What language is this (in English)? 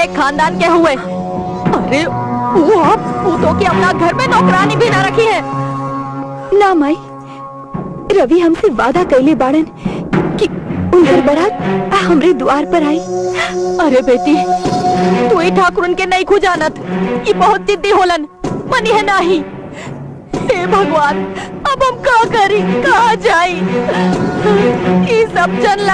Bhojpuri